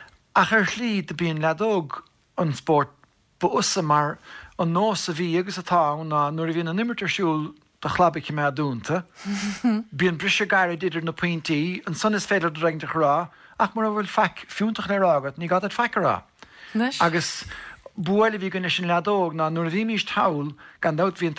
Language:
Irish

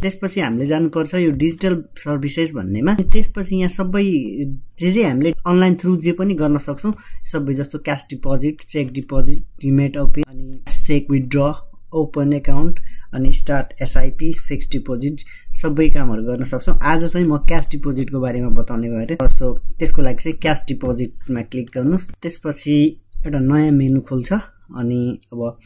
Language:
Nepali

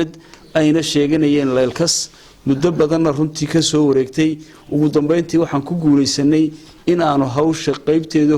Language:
Somali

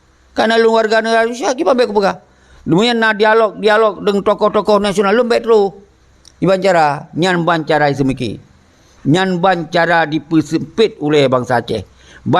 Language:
Achinese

